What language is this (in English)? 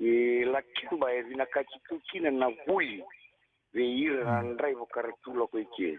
Fijian